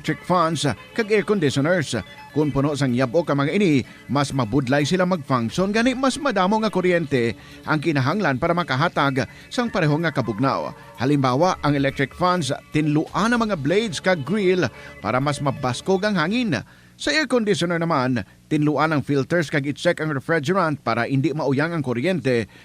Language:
Hiligaynon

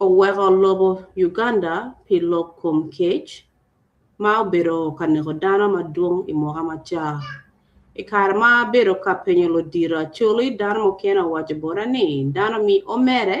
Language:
Acoli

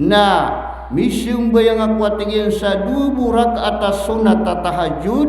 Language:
Maranao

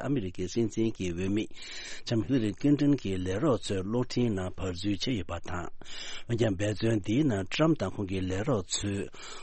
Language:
Tibetan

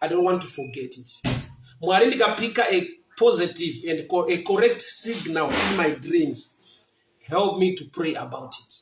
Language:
Shona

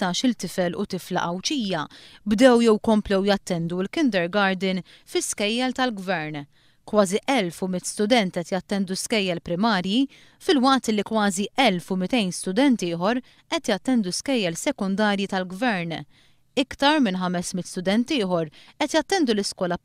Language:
Maltese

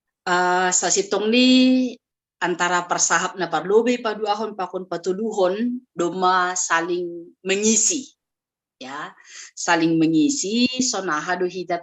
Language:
Batak Simalungun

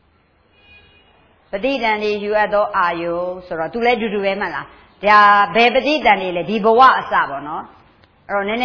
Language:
Burmese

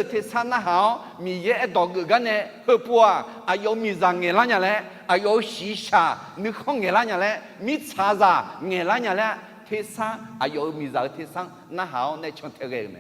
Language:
Akha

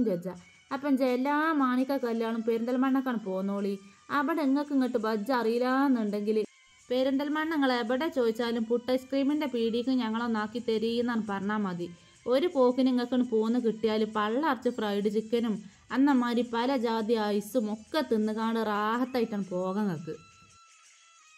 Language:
Malayalam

